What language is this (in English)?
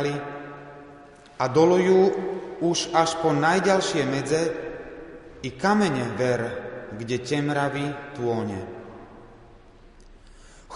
Slovak